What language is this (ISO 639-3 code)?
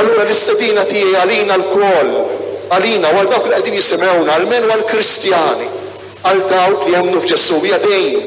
mlt